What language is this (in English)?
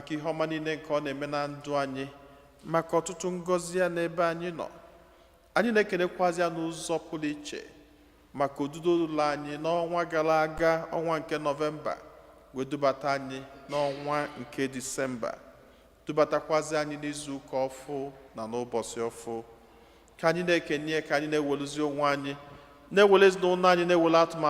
Igbo